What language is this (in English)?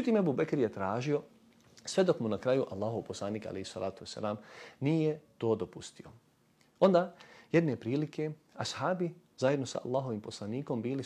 Bosnian